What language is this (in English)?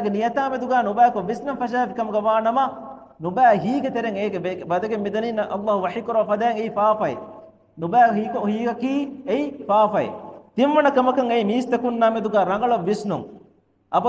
Divehi